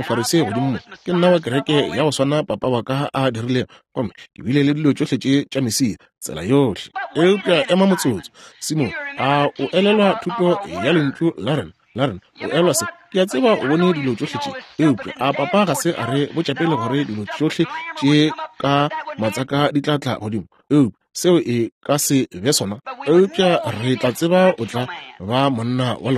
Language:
Northern Sotho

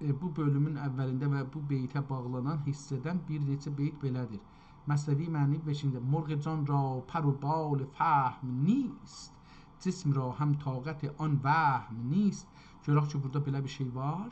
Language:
South Azerbaijani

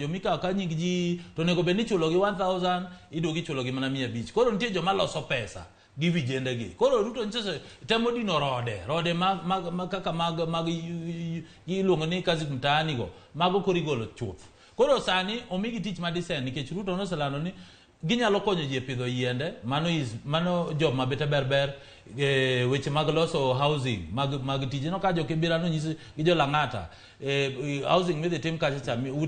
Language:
Luo (Kenya and Tanzania)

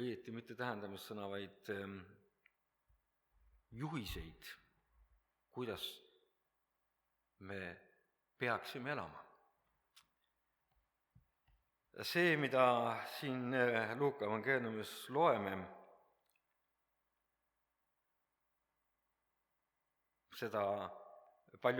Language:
Estonian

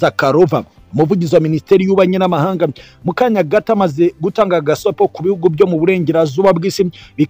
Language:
Kinyarwanda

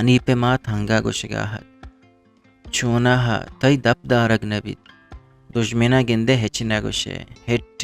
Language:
Eastern Balochi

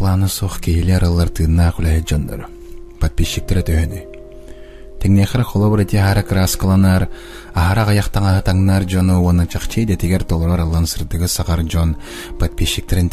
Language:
Yakut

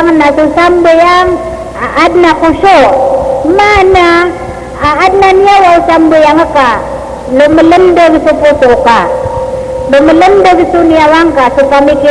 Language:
Maranao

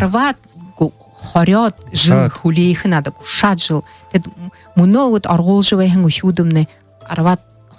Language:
Buriat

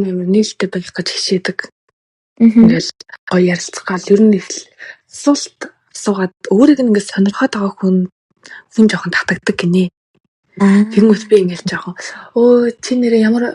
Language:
Mongolian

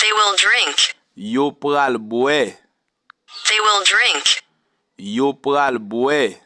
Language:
Haitian Creole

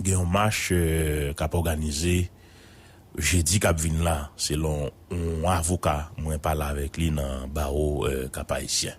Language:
Haitian Creole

